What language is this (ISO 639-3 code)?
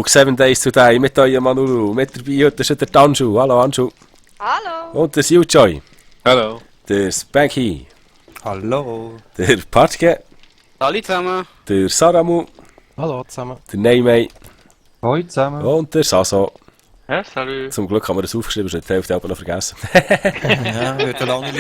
gsw